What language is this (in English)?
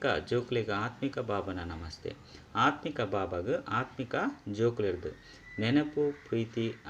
Tulu